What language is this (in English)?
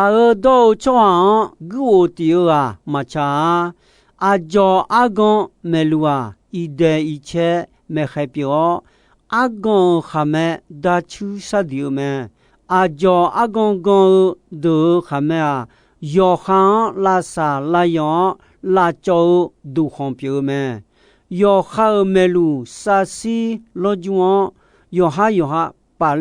Akha